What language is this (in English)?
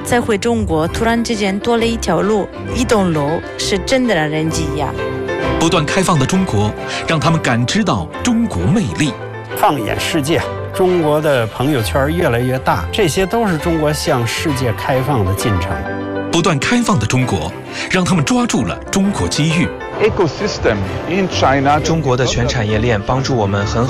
Chinese